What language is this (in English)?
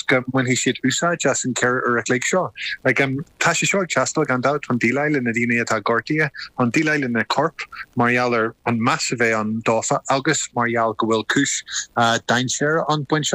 Irish